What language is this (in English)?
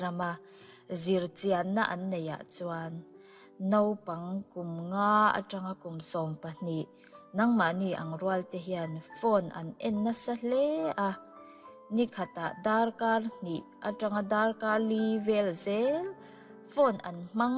Mizo